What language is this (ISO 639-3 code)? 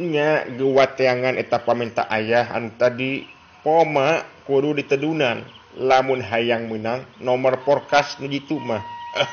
sun